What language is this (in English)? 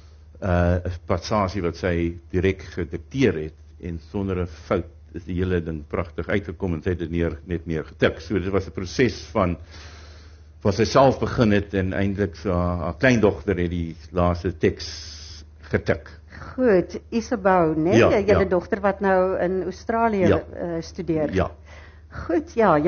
Afrikaans